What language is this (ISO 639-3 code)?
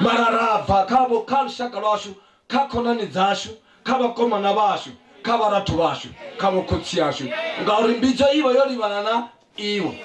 ven